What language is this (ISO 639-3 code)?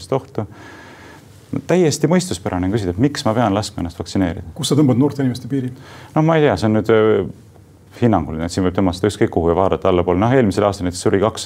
est